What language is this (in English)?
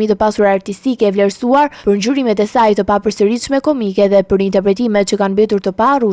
Albanian